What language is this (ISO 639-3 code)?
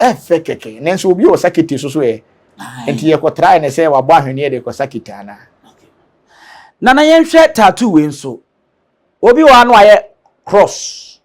aka